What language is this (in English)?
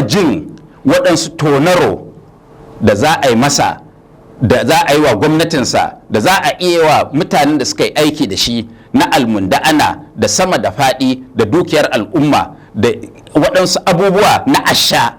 Hausa